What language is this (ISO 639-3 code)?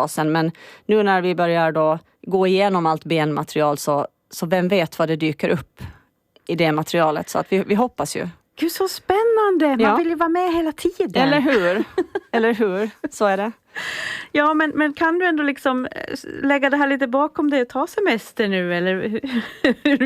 swe